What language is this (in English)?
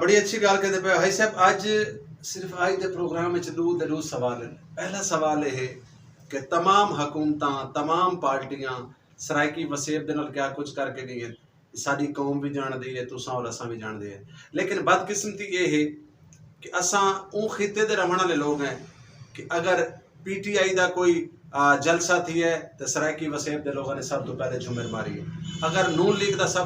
Saraiki